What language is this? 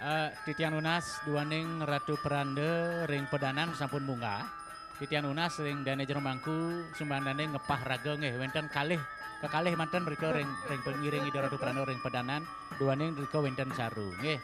Balinese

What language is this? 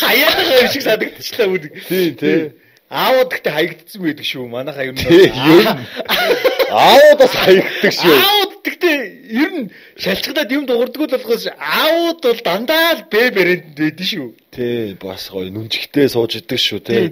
Mongolian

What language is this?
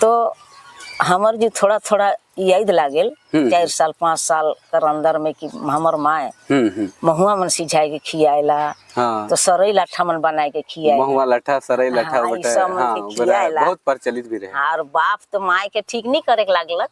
Sadri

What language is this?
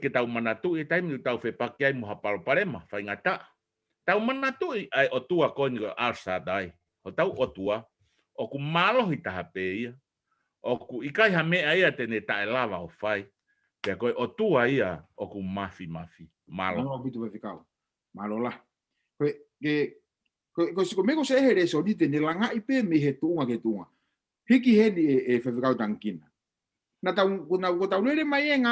Tongan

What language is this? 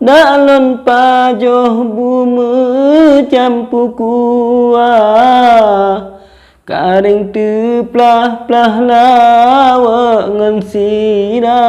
Achinese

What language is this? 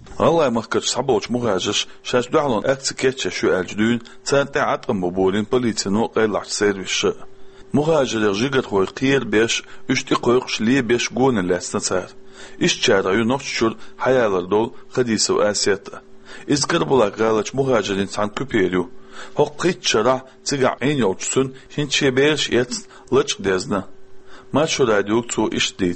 Chechen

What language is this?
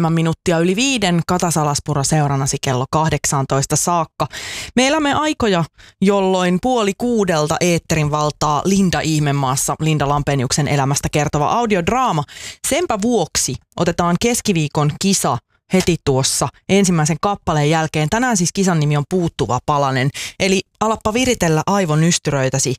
Finnish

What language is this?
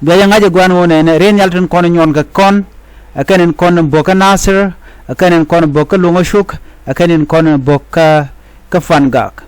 Nuer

